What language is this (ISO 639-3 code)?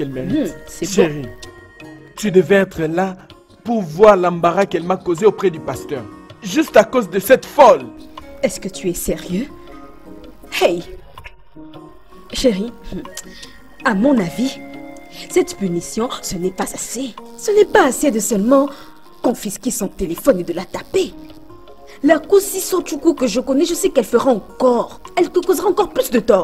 fra